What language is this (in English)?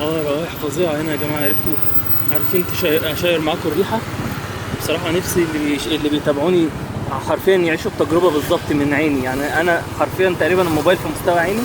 Egyptian Arabic